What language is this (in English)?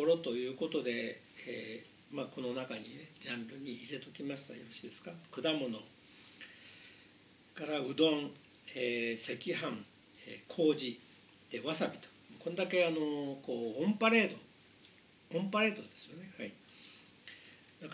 Japanese